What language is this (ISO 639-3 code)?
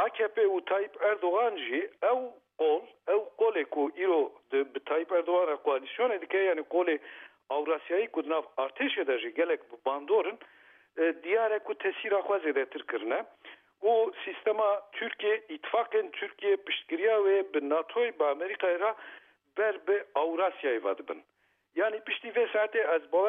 kur